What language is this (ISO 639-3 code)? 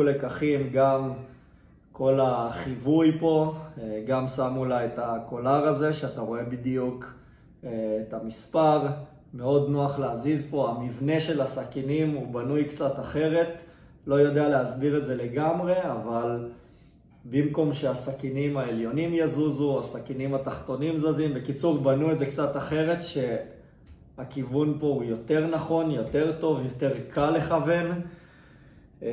heb